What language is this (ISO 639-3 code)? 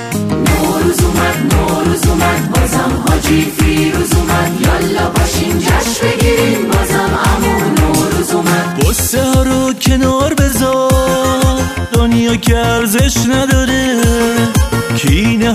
fas